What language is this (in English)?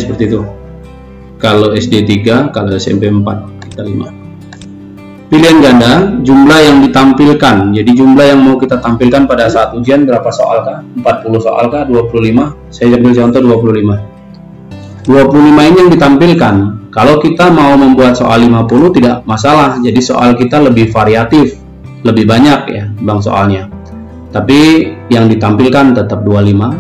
Indonesian